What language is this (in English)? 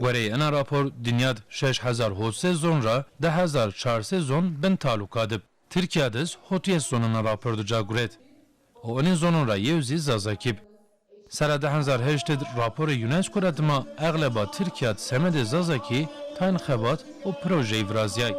Zaza